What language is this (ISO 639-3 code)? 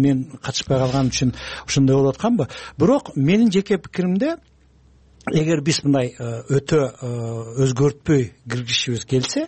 kir